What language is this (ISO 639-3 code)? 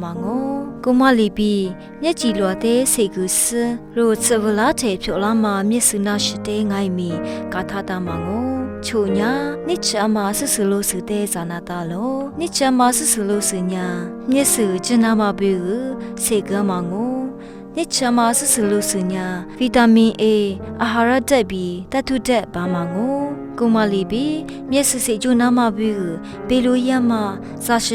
lis